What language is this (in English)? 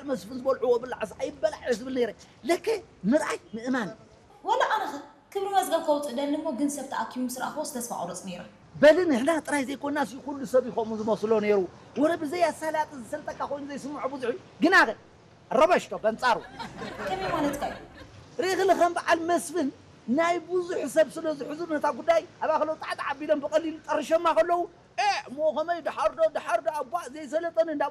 Tigrinya